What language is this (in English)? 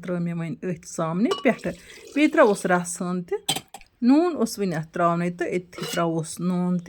Kashmiri